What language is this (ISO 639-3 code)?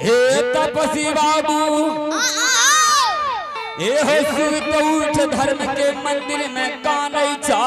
anp